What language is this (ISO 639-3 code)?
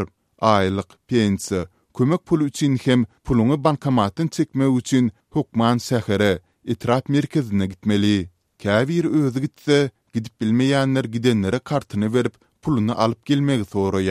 tuk